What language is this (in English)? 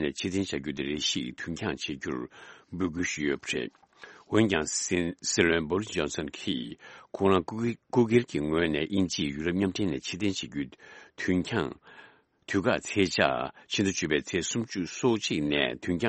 Tibetan